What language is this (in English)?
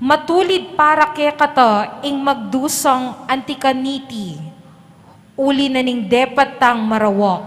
Pampanga